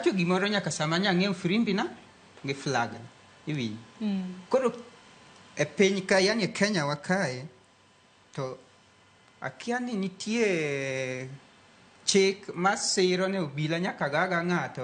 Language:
Luo (Kenya and Tanzania)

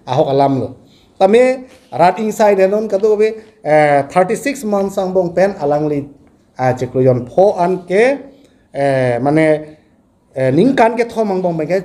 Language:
Karbi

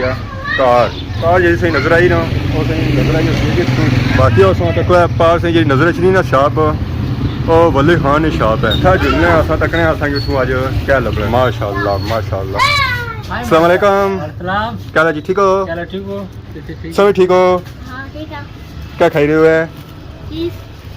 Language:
Pahari-Potwari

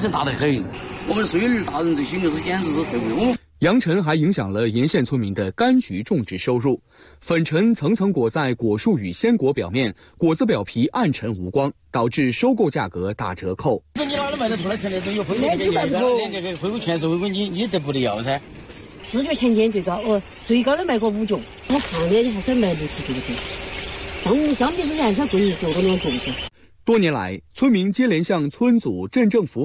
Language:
Chinese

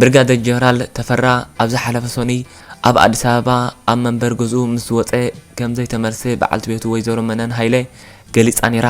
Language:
Tigrinya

